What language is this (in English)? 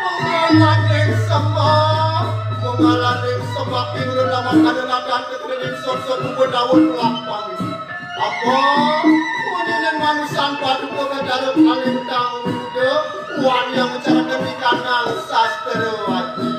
Balinese